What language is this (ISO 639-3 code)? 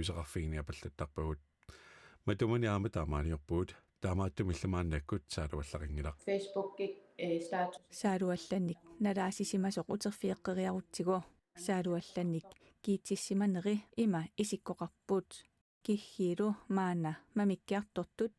kal